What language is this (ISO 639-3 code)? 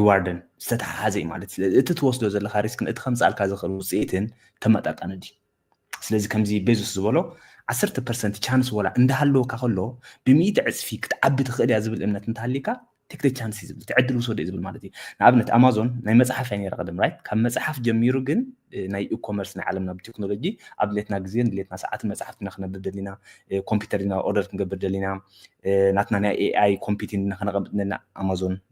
tir